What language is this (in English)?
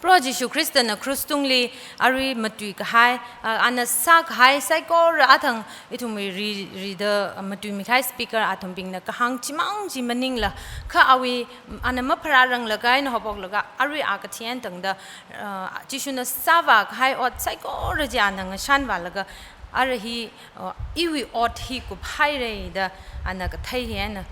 Tangkhul Naga (India)